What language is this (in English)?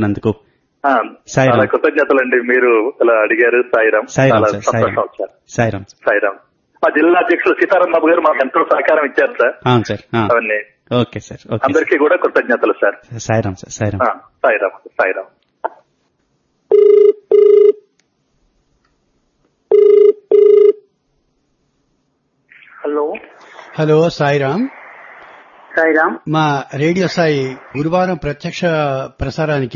Telugu